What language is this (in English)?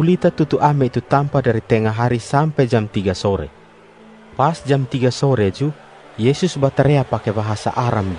Kupang Malay